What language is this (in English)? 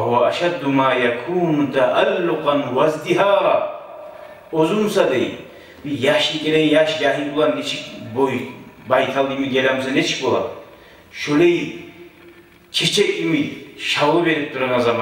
Kumyk